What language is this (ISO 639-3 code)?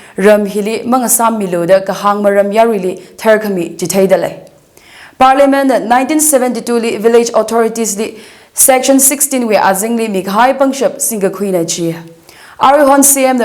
nmf